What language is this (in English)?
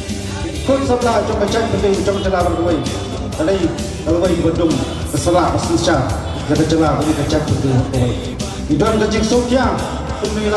Khasi